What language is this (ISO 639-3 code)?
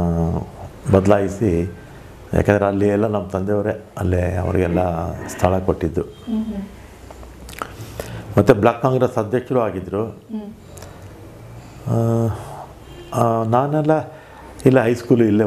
kan